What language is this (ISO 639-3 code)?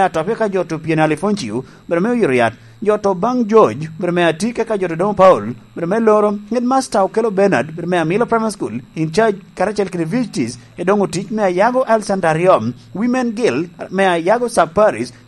laj